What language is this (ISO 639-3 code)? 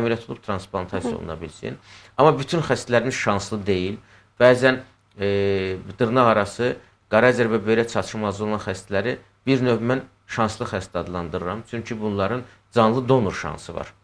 aze